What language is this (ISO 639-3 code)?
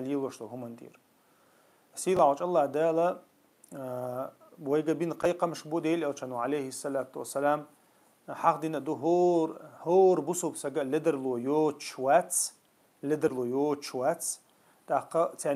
che